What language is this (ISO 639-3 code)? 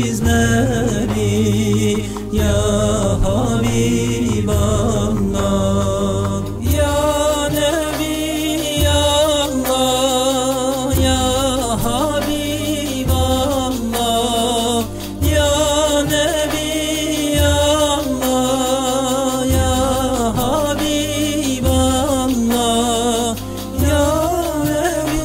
tur